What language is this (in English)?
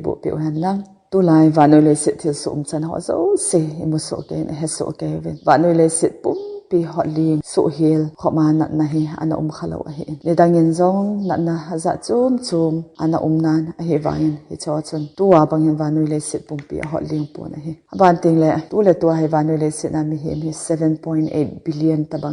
Thado Chin